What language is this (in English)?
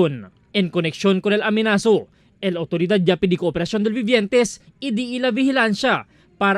Chavacano